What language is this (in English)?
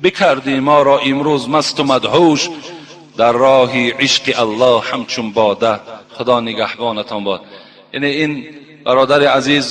Tajik